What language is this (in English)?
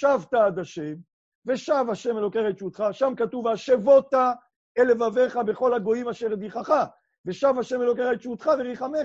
Hebrew